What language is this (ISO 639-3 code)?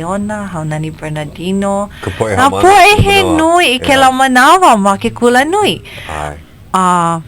haw